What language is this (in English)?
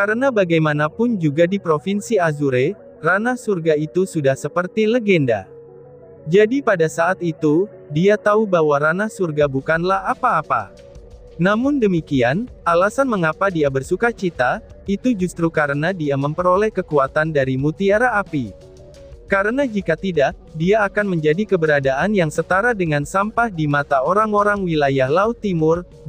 Indonesian